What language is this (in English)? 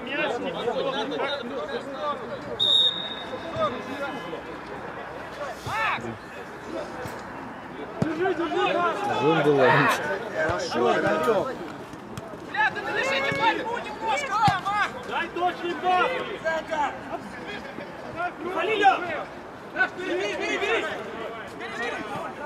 Russian